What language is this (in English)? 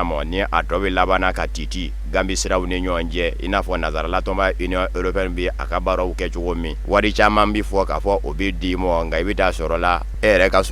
Bambara